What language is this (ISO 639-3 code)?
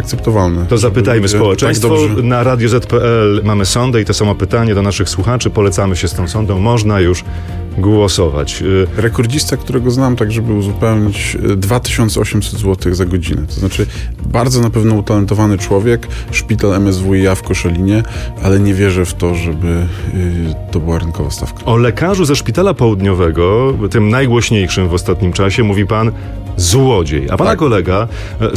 pol